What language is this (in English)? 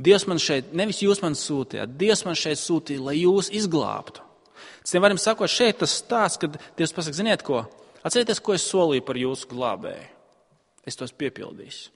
Latvian